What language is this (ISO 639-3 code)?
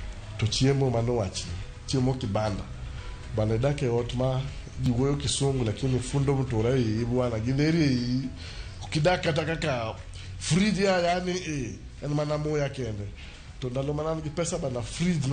luo